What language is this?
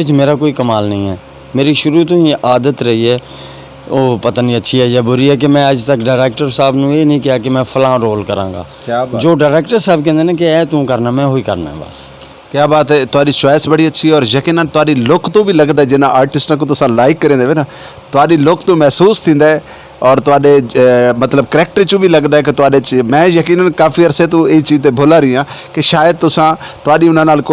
Saraiki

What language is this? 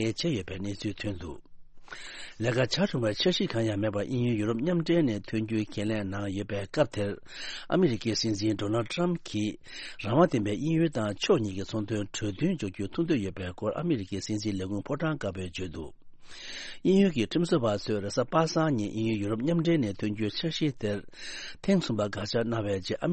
Tibetan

